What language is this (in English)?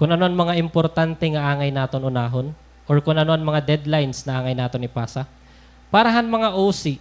Waray